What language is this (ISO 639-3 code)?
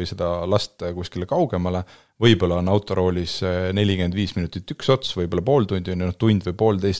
est